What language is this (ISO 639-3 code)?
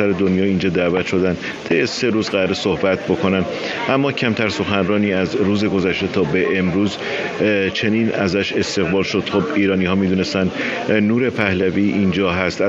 fas